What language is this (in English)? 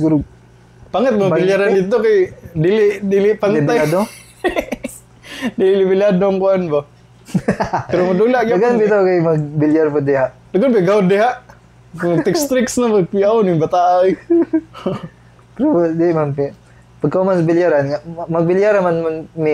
Cebuano